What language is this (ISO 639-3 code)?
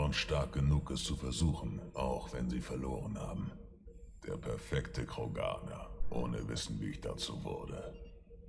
deu